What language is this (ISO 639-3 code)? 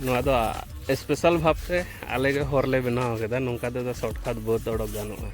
sat